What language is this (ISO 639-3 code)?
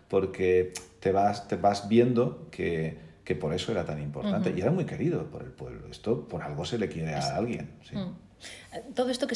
spa